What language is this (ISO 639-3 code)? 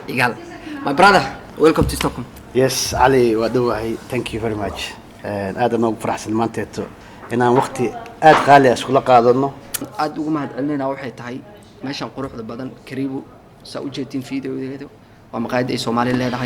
som